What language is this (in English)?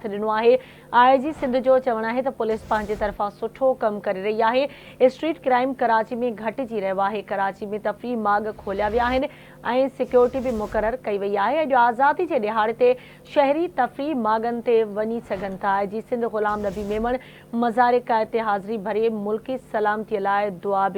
Sindhi